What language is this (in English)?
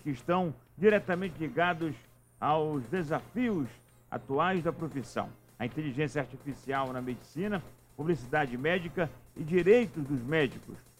Portuguese